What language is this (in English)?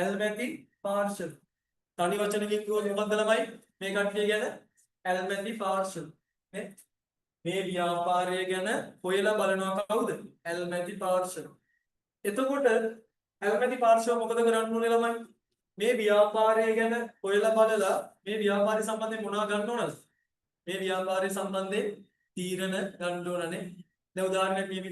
Sinhala